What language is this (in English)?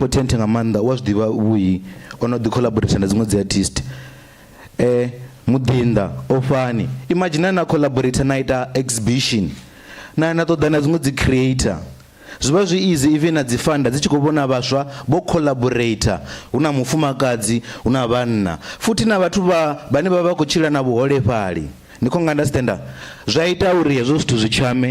Venda